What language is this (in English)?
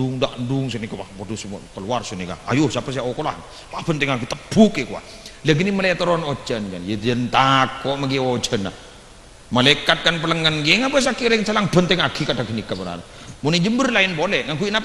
Madurese